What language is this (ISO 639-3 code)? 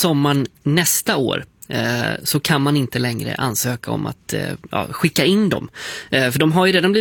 swe